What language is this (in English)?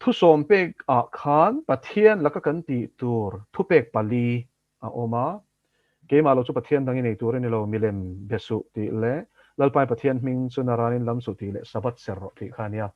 Mizo